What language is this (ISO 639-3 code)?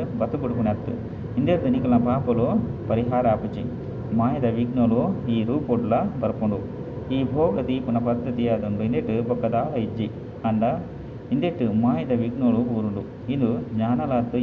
tcy